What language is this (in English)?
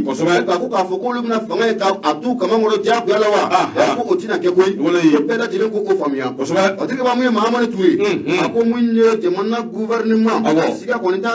Bambara